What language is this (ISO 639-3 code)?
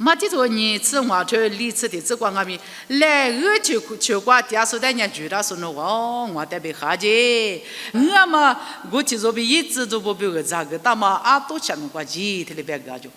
lis